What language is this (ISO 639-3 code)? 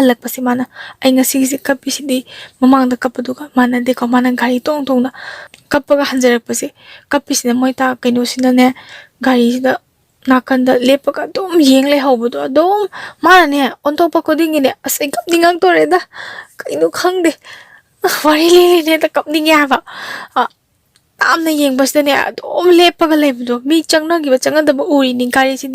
mni